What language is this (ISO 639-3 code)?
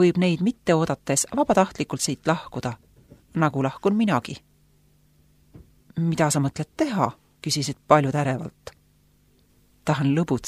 est